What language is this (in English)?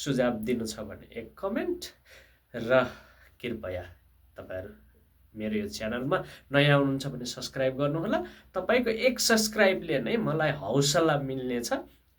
Nepali